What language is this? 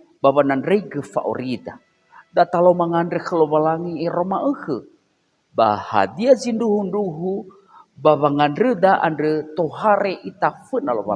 Nias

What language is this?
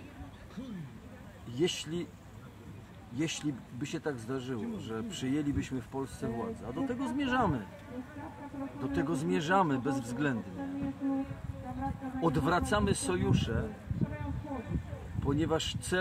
Polish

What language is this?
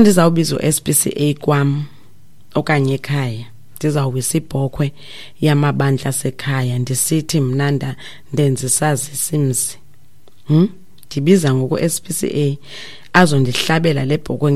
Xhosa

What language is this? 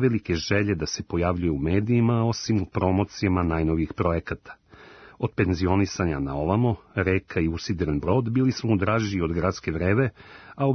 Serbian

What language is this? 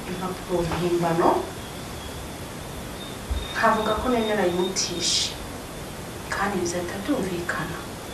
Kinyarwanda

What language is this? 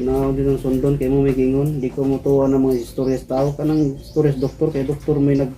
Cebuano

